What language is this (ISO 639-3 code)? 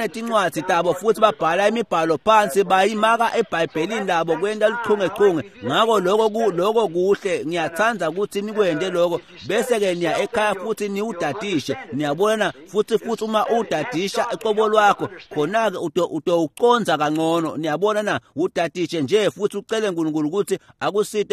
ssw